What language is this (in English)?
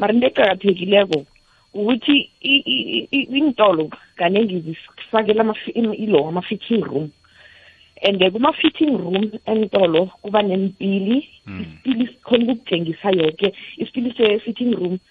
South Ndebele